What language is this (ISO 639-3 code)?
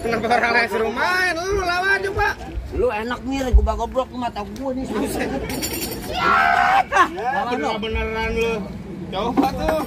bew